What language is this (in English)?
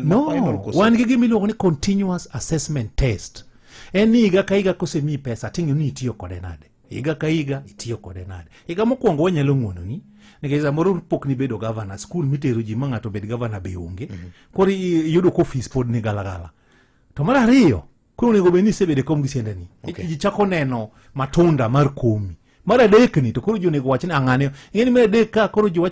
Luo (Kenya and Tanzania)